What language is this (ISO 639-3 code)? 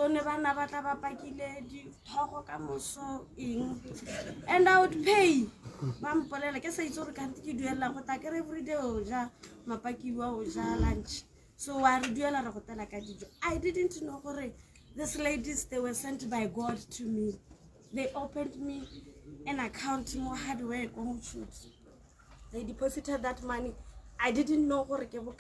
tsn